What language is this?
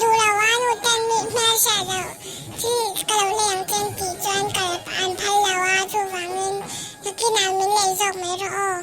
Mizo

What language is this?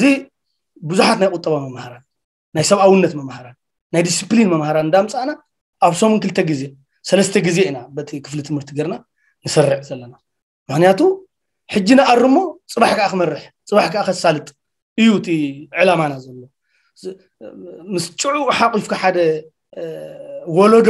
Tigrinya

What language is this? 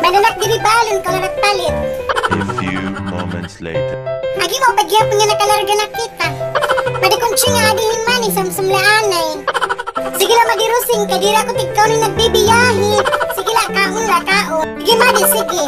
Waray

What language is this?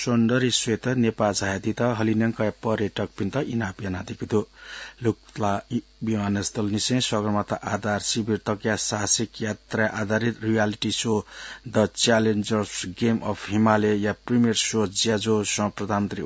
Newari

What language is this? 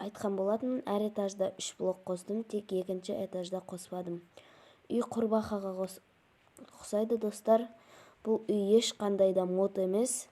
Kazakh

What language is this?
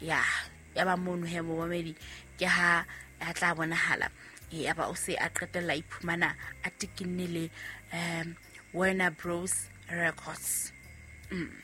Southern Sotho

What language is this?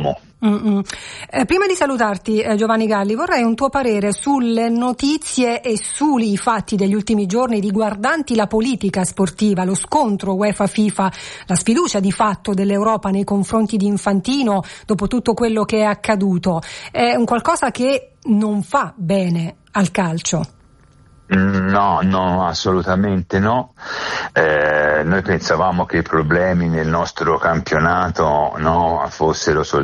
Italian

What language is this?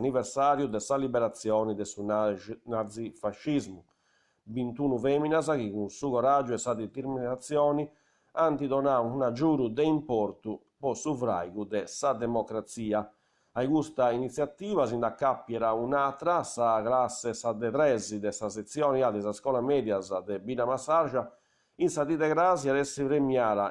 Sardinian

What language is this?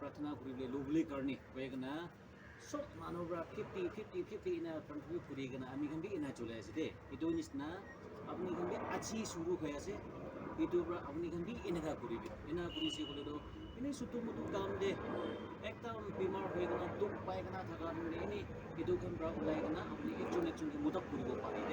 Naga Pidgin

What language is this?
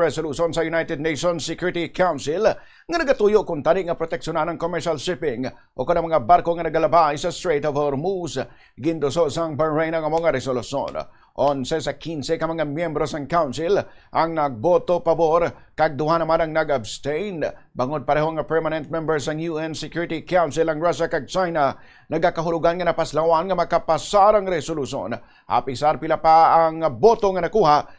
Hiligaynon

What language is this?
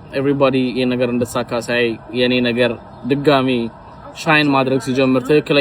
Amharic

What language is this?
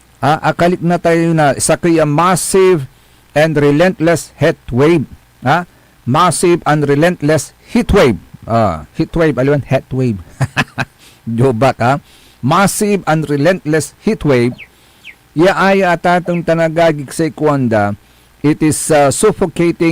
Pangasinan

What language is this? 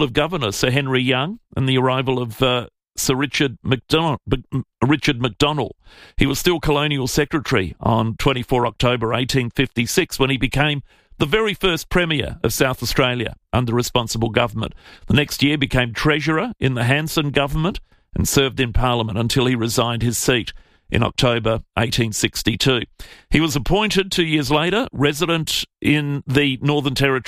English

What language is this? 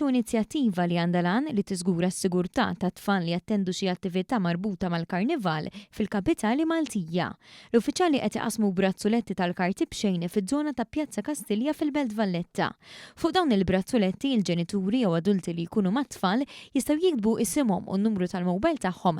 Maltese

